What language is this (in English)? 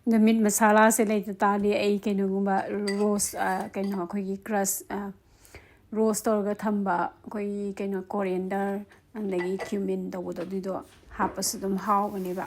Manipuri